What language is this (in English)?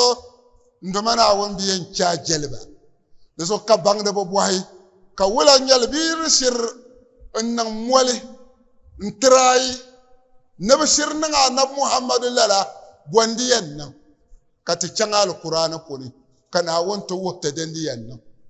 Dagbani